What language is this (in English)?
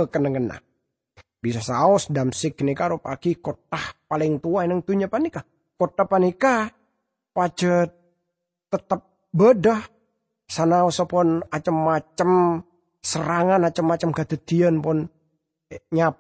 Madurese